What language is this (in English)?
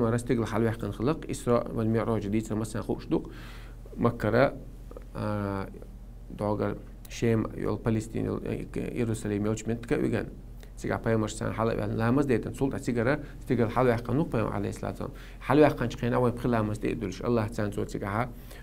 Chechen